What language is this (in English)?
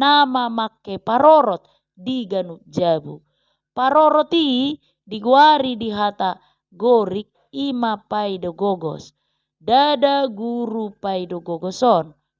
Batak Toba